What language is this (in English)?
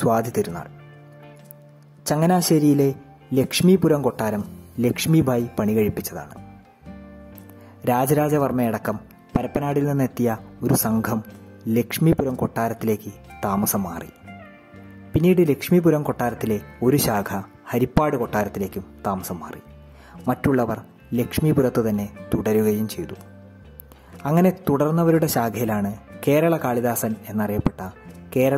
Malayalam